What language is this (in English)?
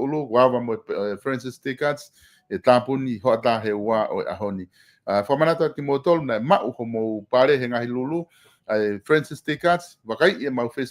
Tongan